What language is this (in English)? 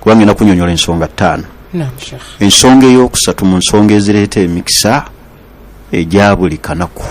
Ganda